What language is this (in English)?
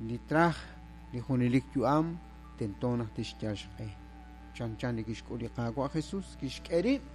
Kekchí